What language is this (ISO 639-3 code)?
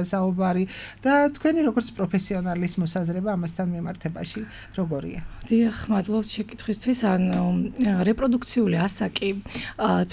kat